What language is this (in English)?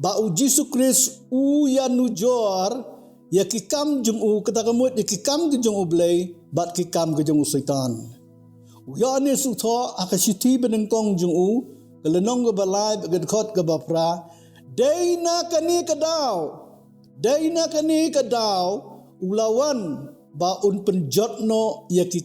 Khasi